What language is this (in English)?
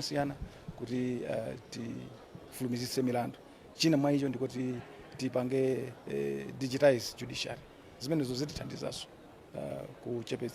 Nyanja